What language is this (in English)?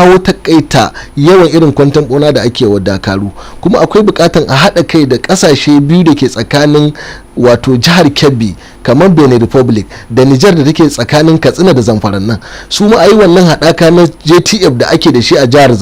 Hausa